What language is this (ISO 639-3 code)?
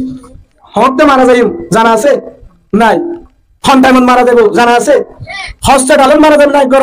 rhg